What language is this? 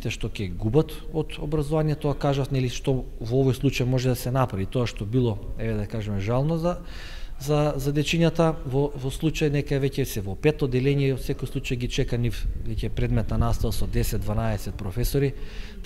Macedonian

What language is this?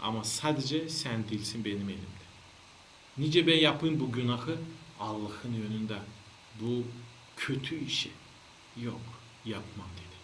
Gagauz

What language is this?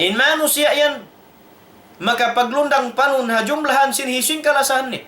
Tausug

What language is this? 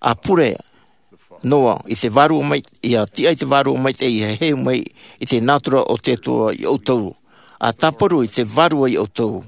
Tahitian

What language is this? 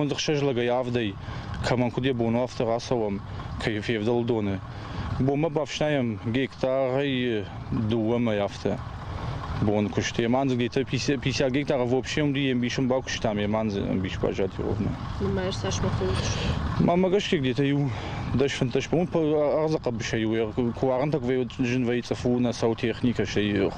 Ossetic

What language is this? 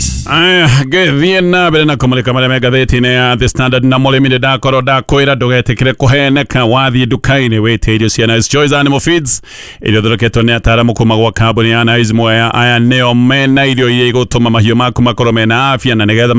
Kikuyu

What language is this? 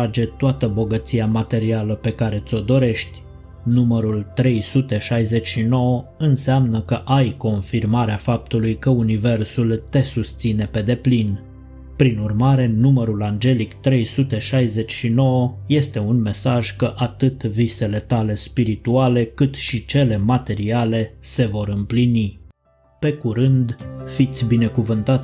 Romanian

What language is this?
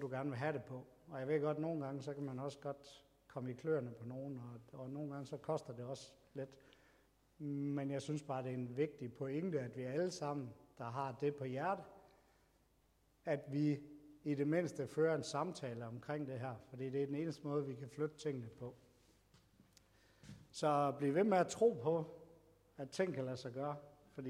Danish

